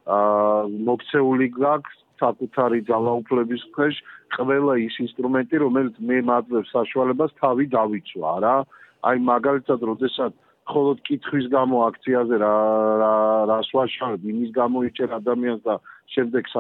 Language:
Georgian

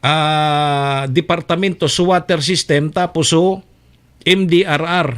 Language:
Bikol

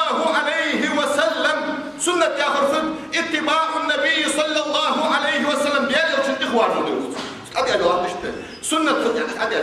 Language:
Ingush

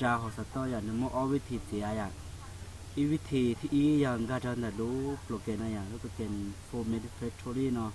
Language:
Hmong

